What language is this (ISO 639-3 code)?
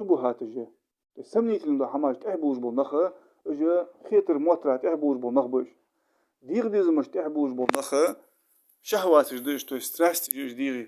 inh